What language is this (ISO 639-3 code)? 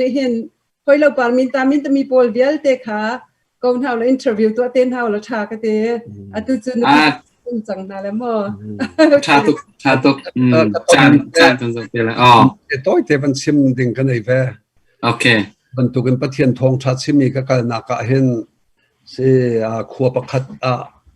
cnh